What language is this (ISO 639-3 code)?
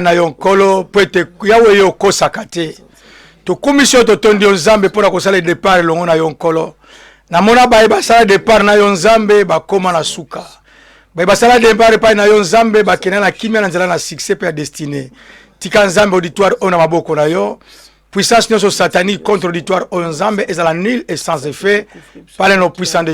lin